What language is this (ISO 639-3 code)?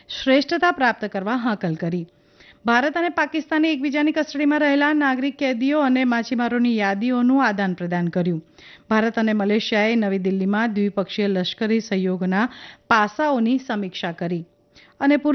guj